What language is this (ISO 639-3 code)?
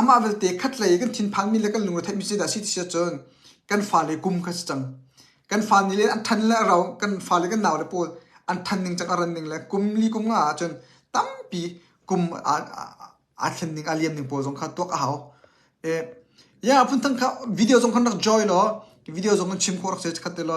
cnh